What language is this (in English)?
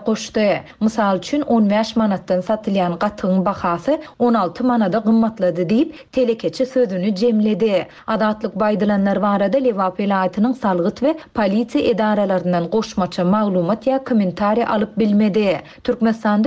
Turkmen